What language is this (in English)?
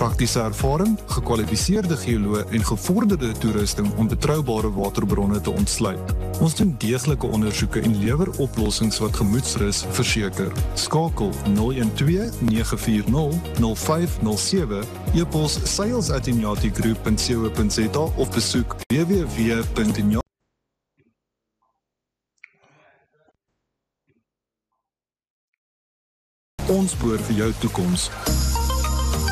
Afrikaans